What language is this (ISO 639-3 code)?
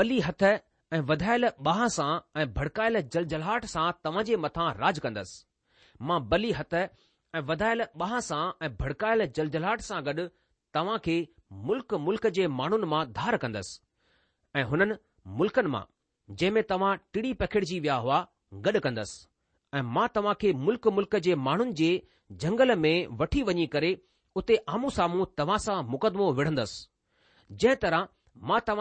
snd